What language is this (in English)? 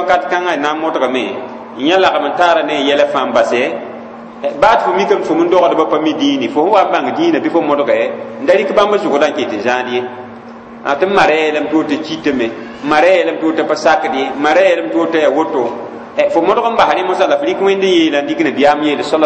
Mossi